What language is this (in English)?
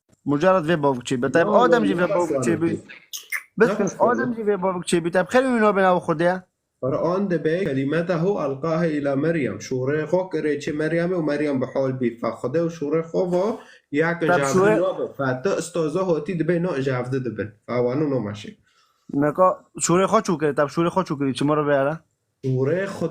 Kurdish